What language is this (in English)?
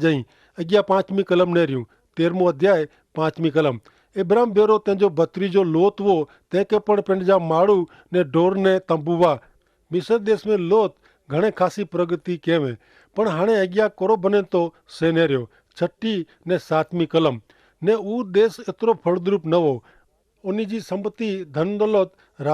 Kachhi